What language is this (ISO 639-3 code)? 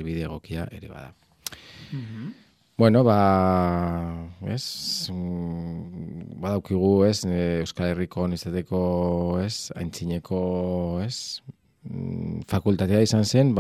eus